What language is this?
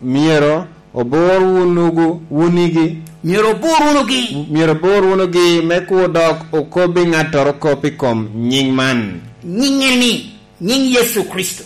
Lango (Uganda)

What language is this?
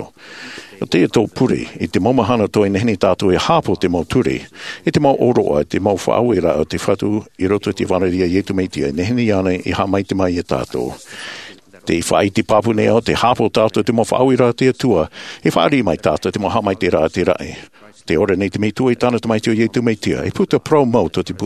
Tahitian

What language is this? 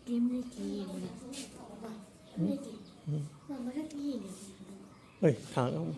Manipuri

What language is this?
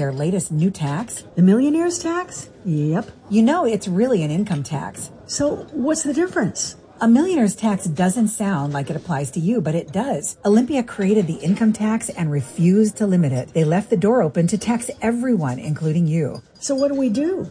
English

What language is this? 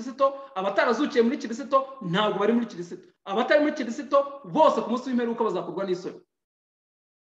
Kinyarwanda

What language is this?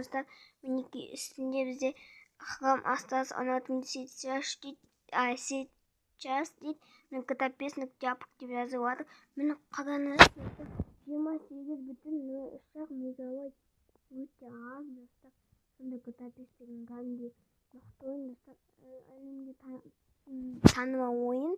Kazakh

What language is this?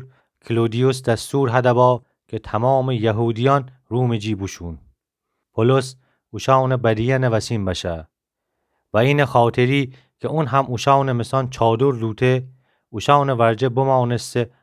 Gilaki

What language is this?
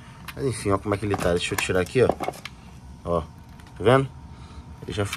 Portuguese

